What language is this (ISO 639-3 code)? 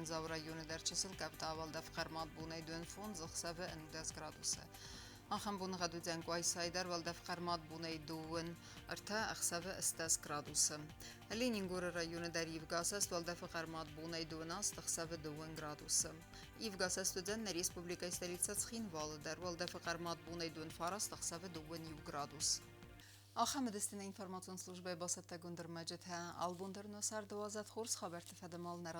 oss